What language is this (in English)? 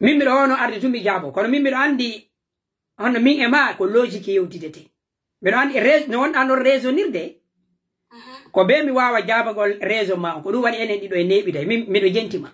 Pular